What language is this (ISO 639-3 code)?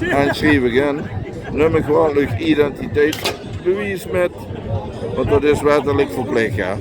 lim